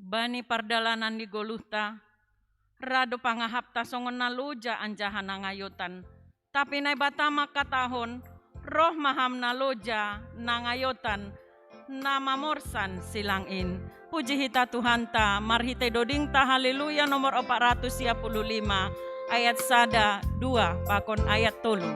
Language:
Batak Simalungun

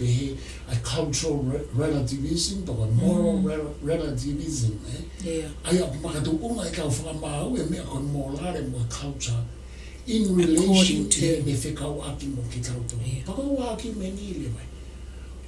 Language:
Tongan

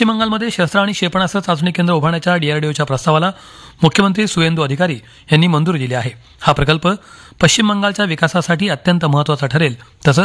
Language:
Marathi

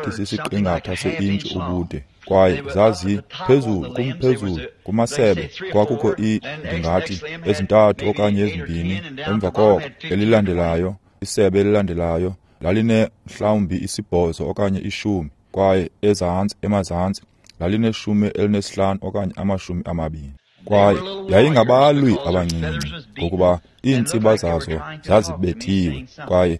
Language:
Xhosa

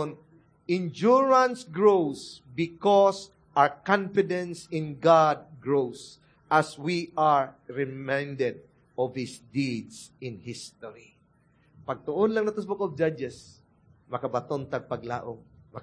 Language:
Cebuano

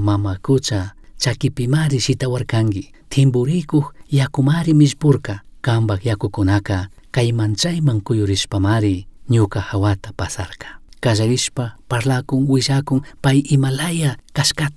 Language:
Chimborazo Highland Quichua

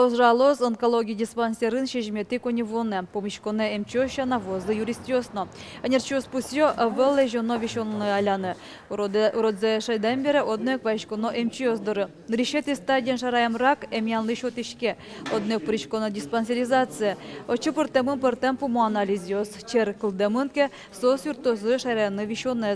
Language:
Udmurt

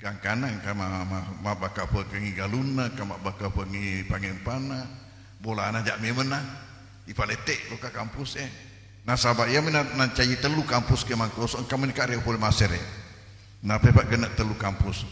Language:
Buginese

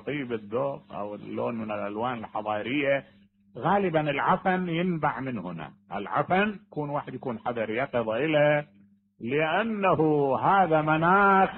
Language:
Mesopotamian Arabic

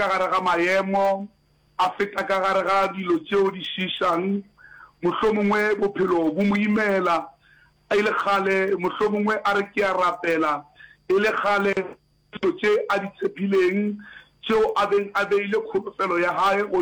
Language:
Northern Sotho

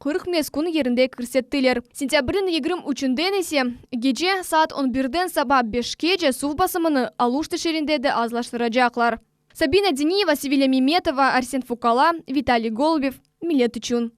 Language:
Crimean Tatar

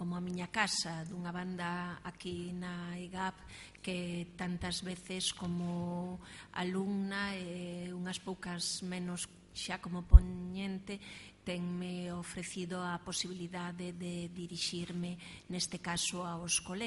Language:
Galician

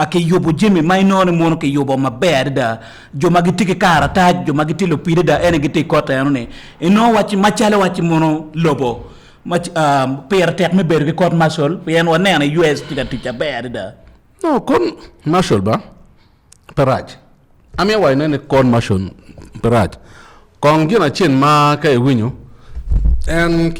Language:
Acoli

